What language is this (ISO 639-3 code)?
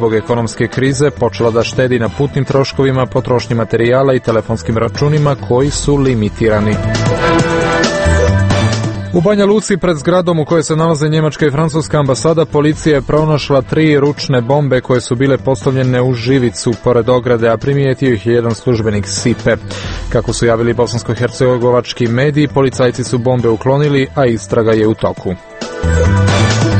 srp